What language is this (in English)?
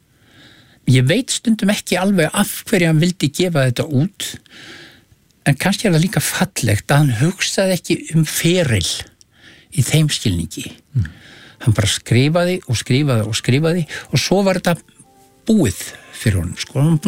Icelandic